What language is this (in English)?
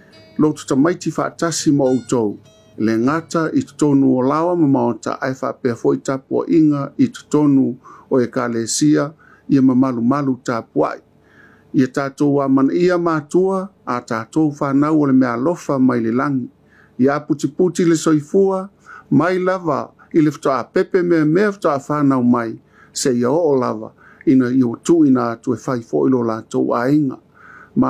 Samoan